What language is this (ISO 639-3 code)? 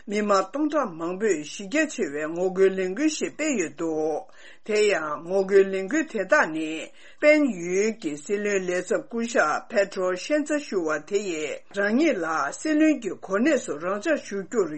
bod